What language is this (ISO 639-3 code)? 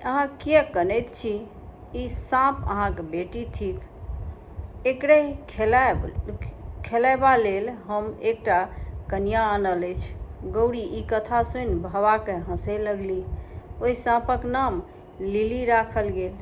mai